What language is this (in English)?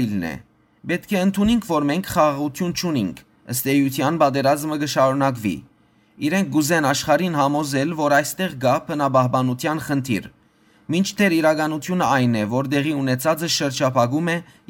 Western Armenian